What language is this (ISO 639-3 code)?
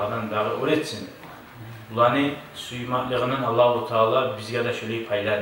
kum